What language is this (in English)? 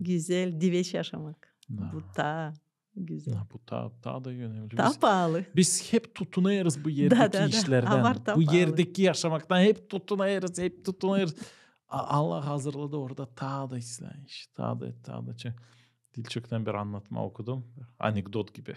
Gagauz